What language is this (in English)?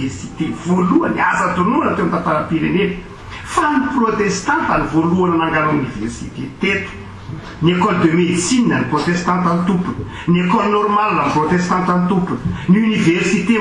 Malagasy